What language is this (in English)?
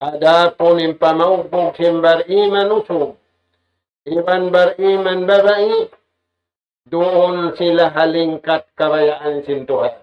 Tausug